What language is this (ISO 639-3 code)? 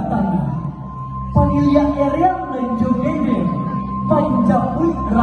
min